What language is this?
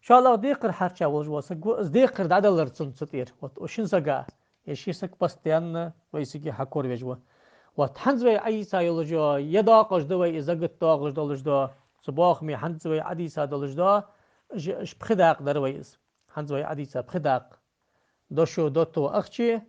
Ingush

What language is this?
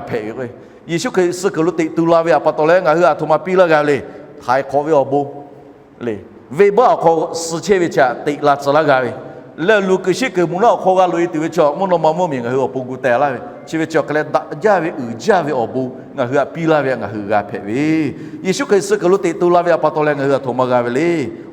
Lahu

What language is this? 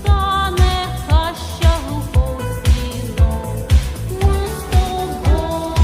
Rusyn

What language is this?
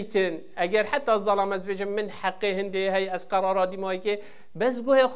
Kurdish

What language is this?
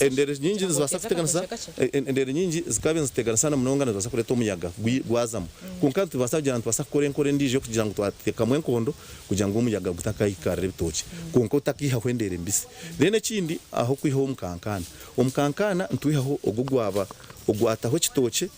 Nyankole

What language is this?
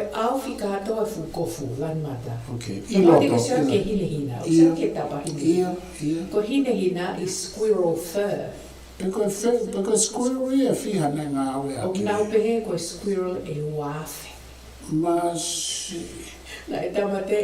Tongan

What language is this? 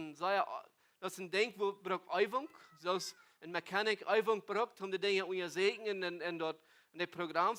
Plautdietsch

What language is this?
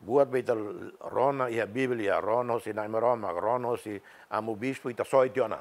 Tetum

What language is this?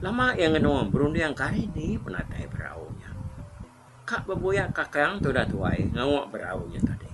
Iban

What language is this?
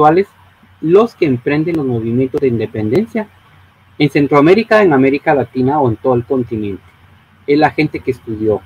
Spanish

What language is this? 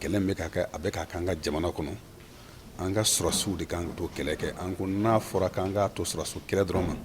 Bambara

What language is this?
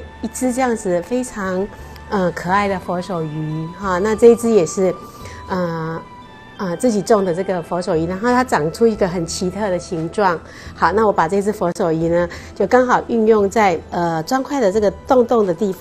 Chinese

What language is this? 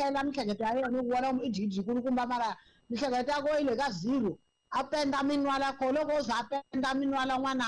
Tsonga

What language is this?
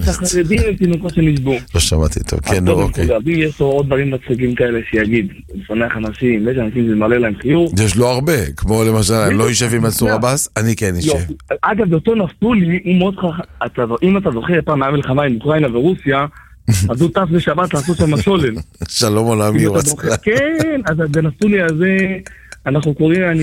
Hebrew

